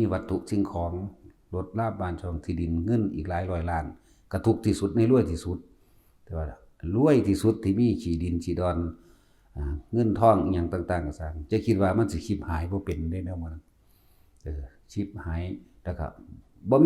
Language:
Northeastern Thai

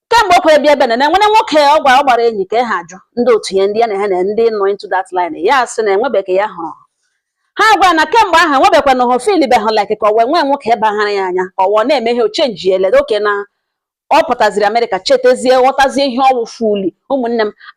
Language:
Igbo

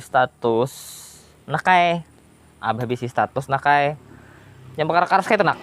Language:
Banjar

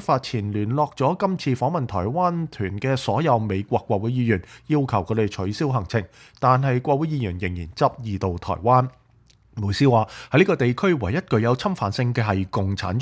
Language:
Cantonese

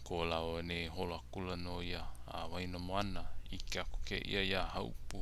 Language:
Hawaiian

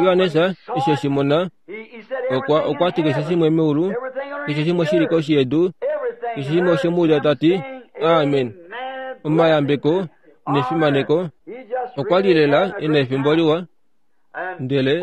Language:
Kuanyama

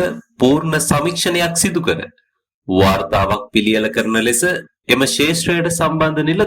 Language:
Sinhala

